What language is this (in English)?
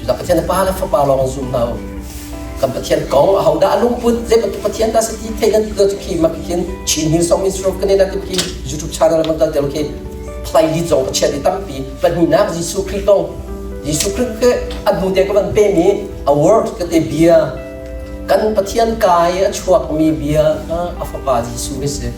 Hakha Chin